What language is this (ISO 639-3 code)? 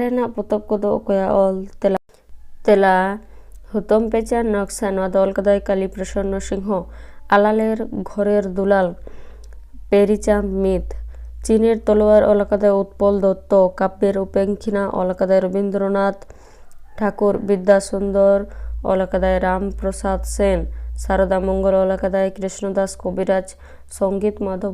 sat